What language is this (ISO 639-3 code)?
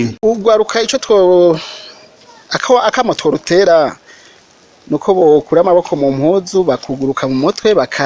run